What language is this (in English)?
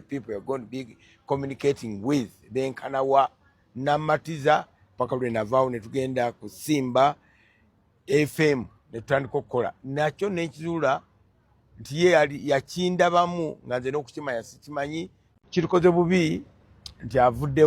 Ganda